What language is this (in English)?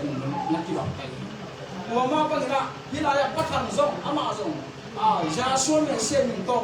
Tedim Chin